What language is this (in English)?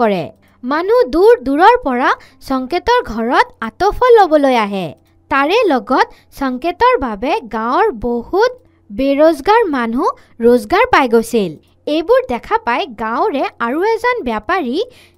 Assamese